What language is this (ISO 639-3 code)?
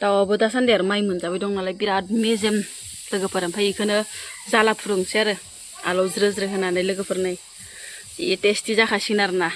brx